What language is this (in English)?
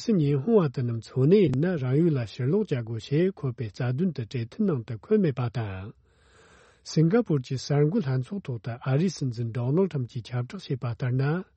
Tibetan